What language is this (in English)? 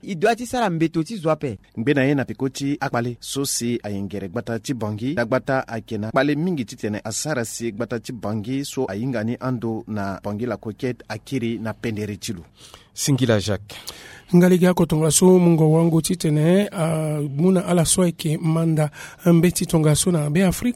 Sango